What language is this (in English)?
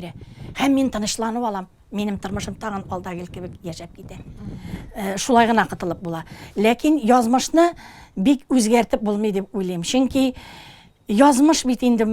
Tatar